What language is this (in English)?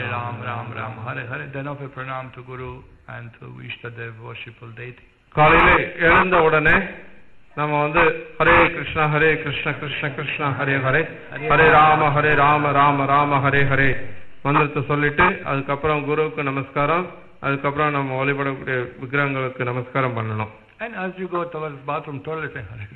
Tamil